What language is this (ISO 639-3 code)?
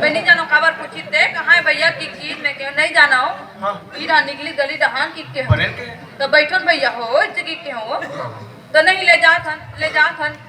hne